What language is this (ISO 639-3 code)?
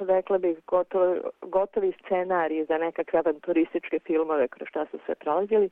srp